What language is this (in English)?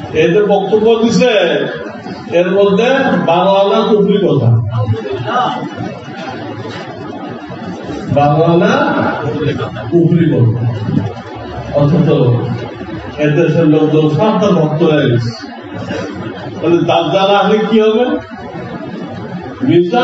Bangla